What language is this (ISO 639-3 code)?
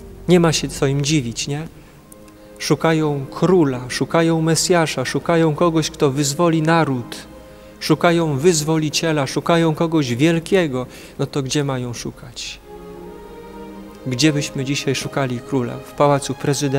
pol